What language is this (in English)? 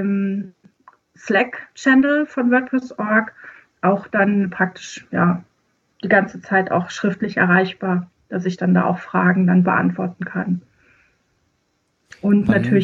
German